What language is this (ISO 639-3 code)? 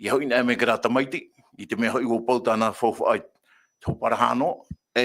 tah